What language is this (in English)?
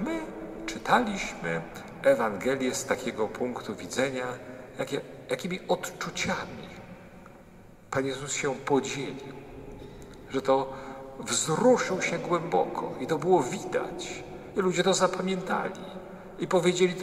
Polish